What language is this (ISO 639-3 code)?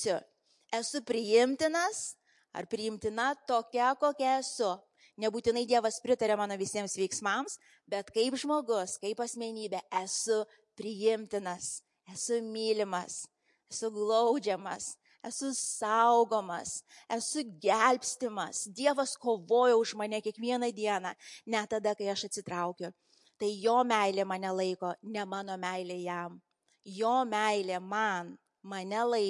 lit